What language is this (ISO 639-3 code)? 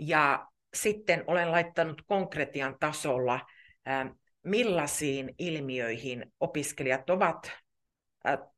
fin